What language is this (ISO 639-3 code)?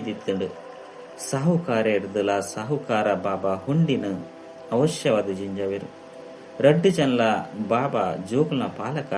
tcy